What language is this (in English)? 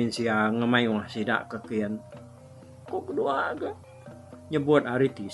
Iban